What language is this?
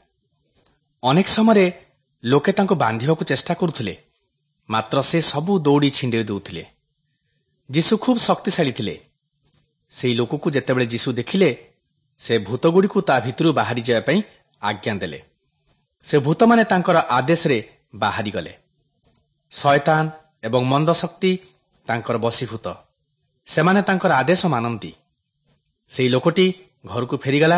Odia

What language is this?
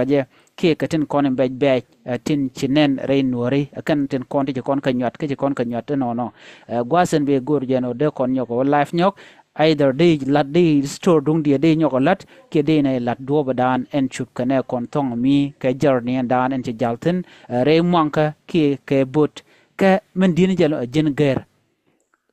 Nuer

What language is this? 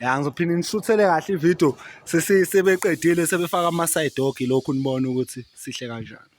Zulu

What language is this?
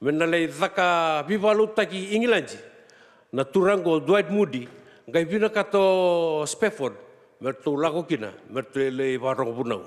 Fijian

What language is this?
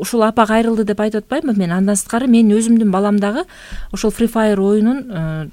Kyrgyz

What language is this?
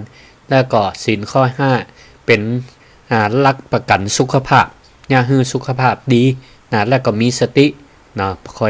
Northern Thai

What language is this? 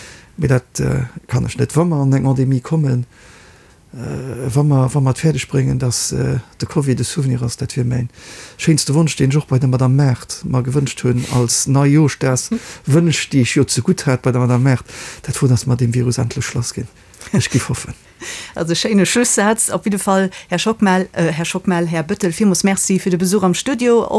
Luxembourgish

